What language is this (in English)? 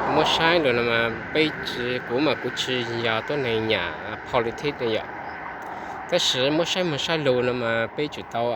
Hmong